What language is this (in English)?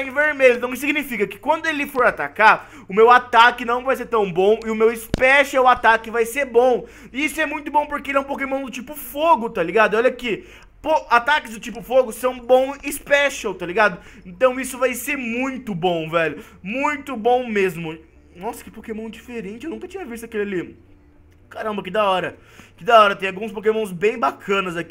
Portuguese